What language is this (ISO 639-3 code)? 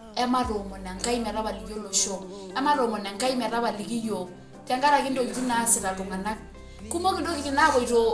mas